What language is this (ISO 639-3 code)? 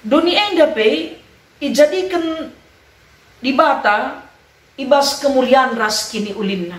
btx